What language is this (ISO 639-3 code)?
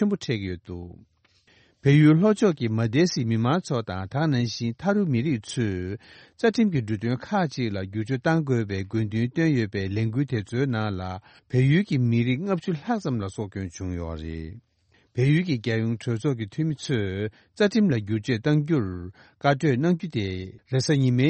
bod